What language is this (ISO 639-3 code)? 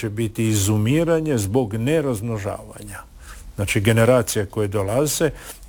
hrv